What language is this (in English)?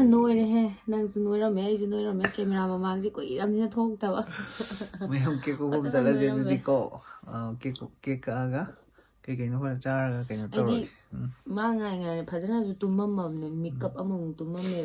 Manipuri